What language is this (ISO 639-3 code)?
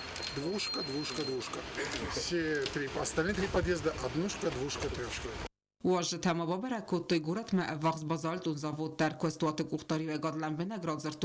oss